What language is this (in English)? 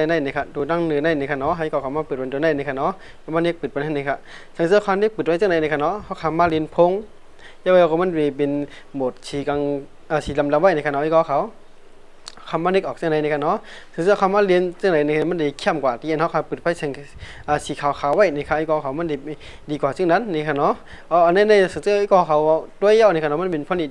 Shan